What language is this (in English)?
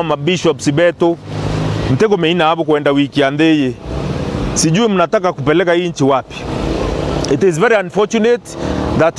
Meru